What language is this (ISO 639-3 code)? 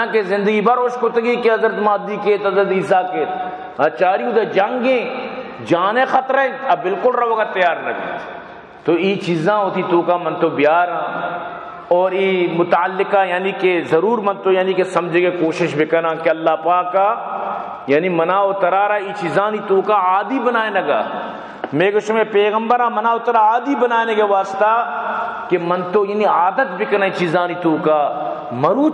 bal